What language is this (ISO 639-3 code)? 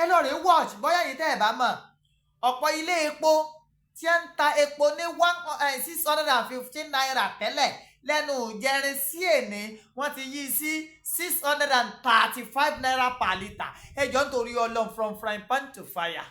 yor